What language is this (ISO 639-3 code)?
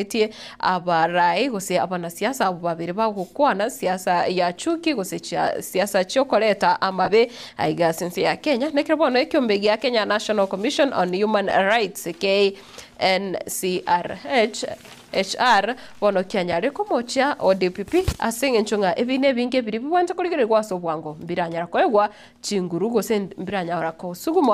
guz